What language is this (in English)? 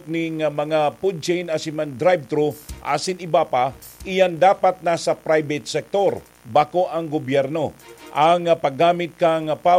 Bikol